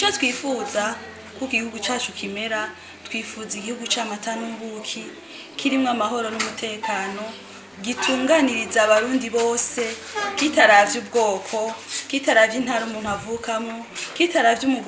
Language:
Rundi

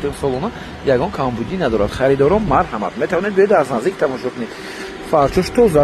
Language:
Tajik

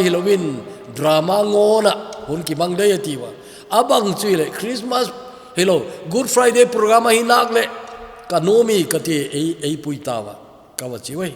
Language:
Thado Chin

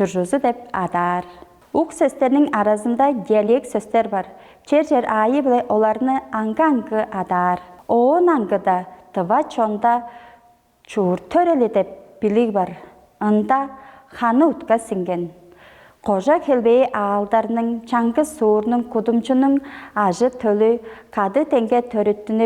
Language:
Tuvinian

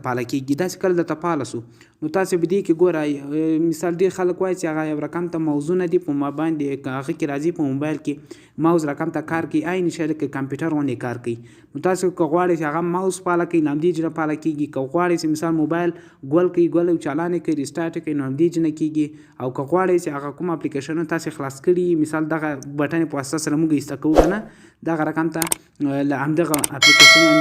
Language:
Pashto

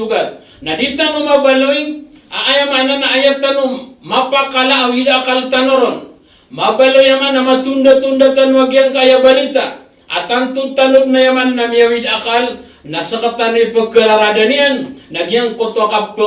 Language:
Maranao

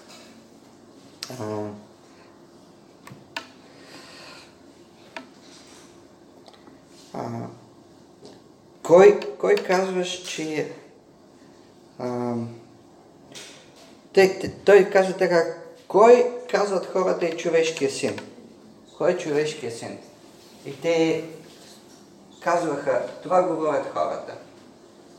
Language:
Bulgarian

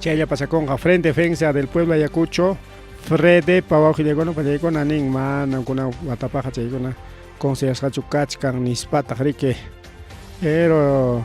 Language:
Ayacucho Quechua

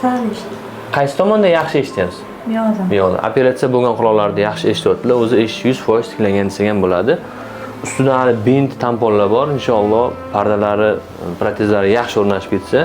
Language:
Uzbek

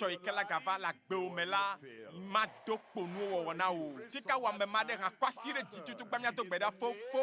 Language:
Ewe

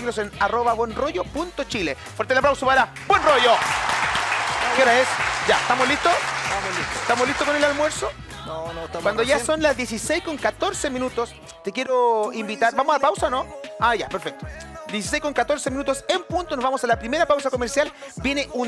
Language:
Spanish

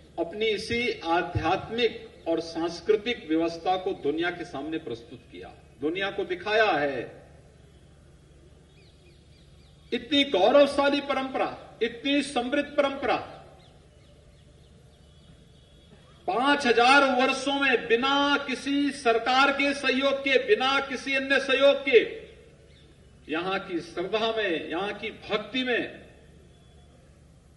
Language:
Hindi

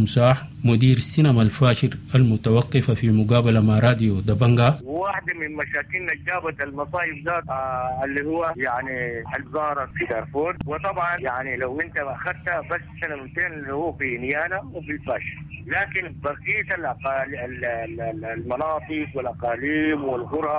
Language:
Sudanese Arabic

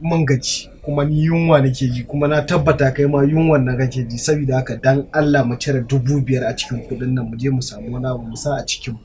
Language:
Hausa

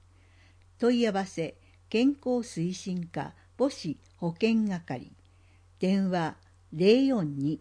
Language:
Japanese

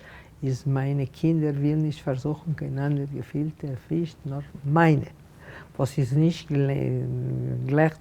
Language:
Yiddish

